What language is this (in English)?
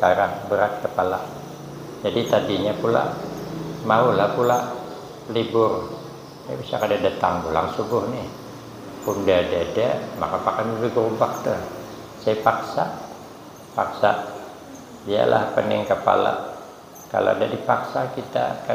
Banjar